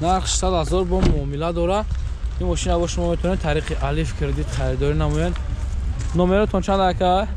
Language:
Tajik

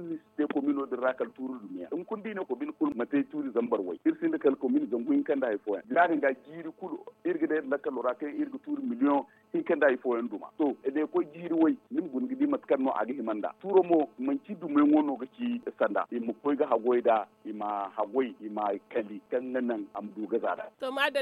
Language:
Zarma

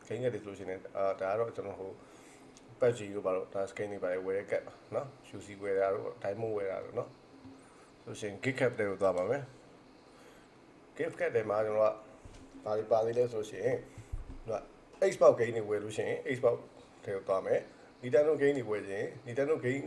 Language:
Burmese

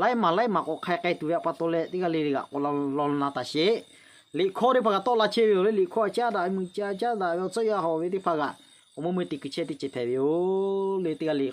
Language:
Lahu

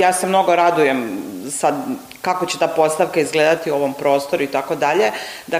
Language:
Serbian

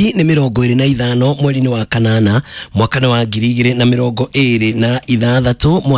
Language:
Kikuyu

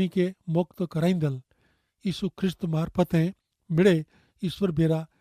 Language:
Kachhi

